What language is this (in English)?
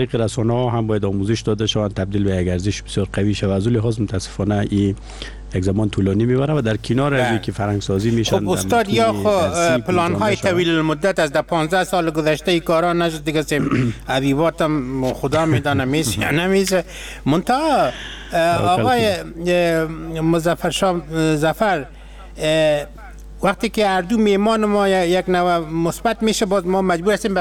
Persian